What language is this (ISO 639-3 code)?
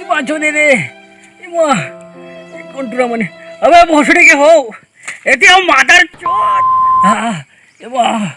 hne